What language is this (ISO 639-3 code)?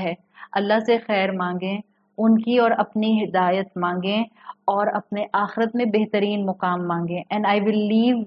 urd